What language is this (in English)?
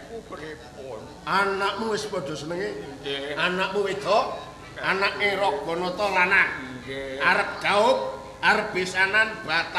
Javanese